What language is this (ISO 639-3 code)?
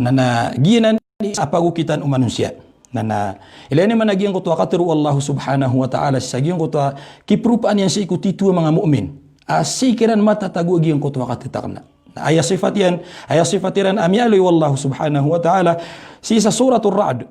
mrw